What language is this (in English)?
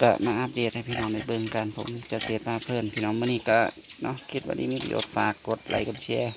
Northeastern Thai